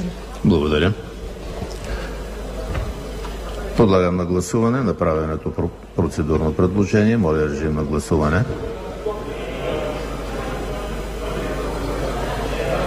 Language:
Bulgarian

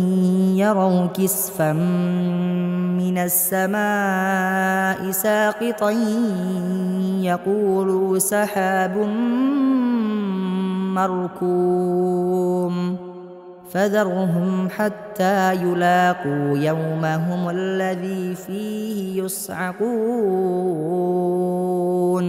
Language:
Arabic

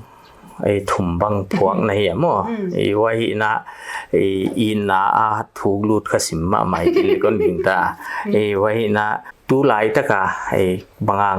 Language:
Paite Chin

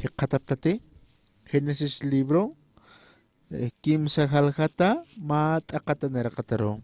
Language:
Aymara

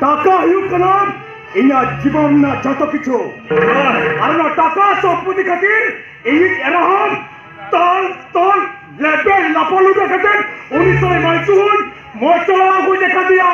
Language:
Santali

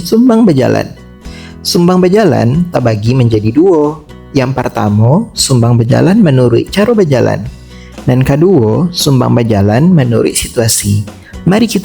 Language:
Minangkabau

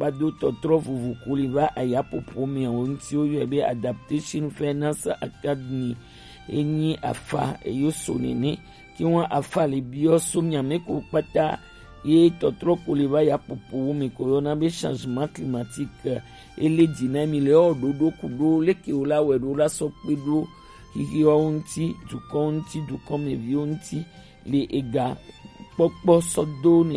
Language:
Gen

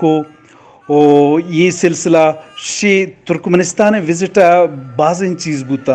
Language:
Eastern Balochi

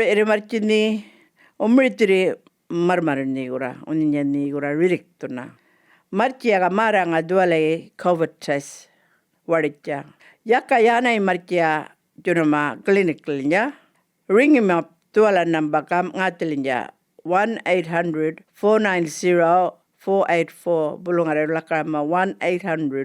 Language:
Djambarrpuyngu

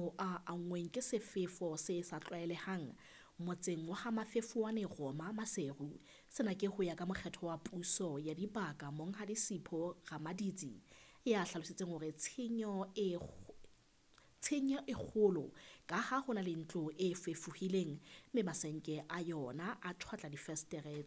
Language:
Southern Sotho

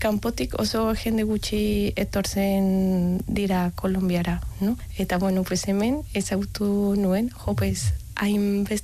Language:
Basque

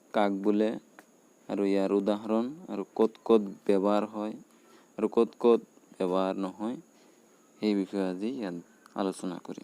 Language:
Assamese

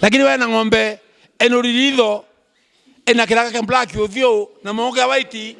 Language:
Meru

